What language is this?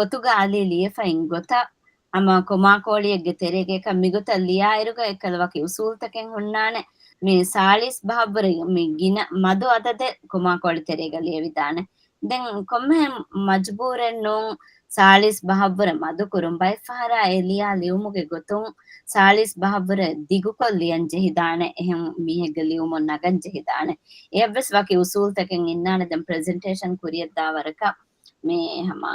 Divehi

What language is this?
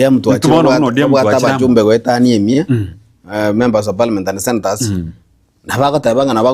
Gusii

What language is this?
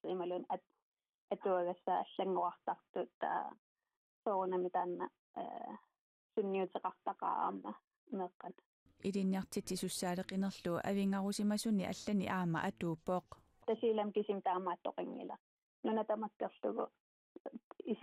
Kalaallisut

